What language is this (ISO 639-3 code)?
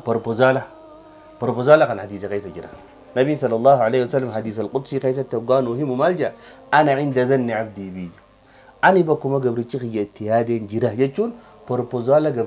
orm